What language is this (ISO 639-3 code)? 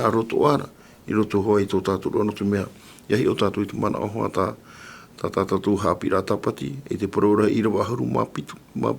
tah